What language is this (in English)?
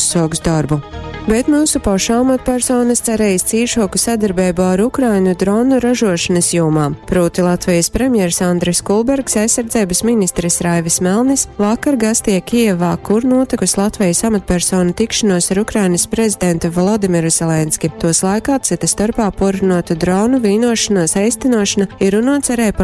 Latgalian